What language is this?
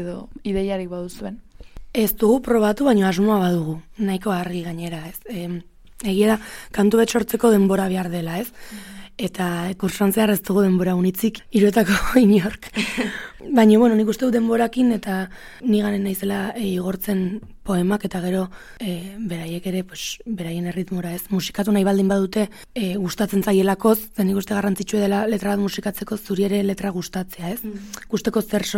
Basque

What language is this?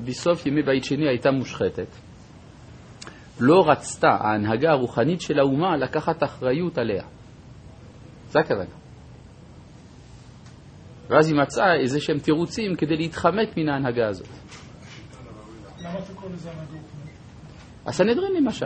Hebrew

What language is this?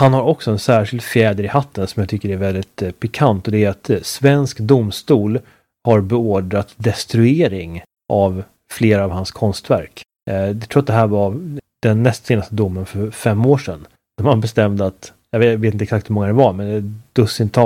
Swedish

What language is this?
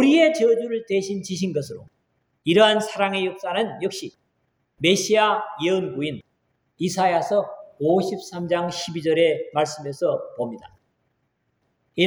Korean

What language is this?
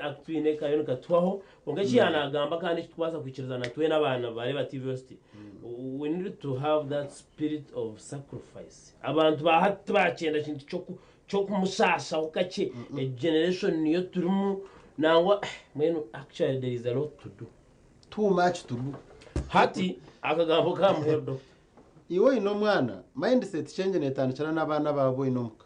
Nyankole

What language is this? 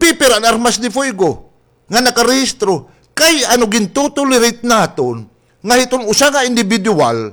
Waray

